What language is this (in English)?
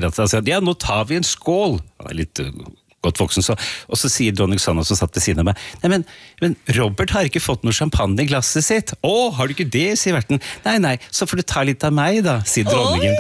Norwegian